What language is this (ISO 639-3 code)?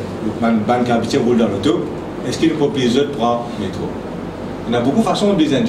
mfe